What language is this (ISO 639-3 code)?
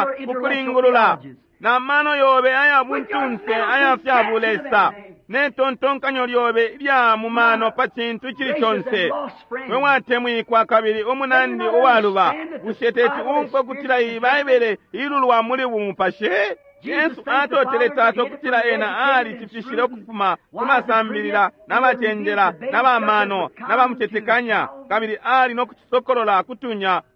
bem